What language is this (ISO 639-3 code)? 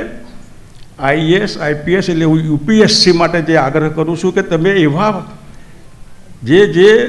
guj